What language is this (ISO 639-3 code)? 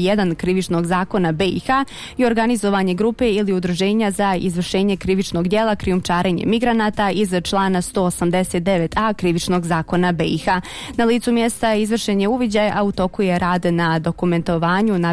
bos